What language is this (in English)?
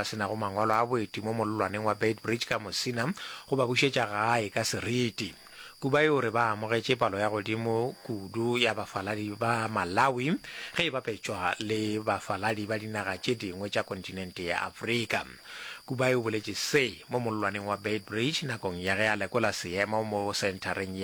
Northern Sotho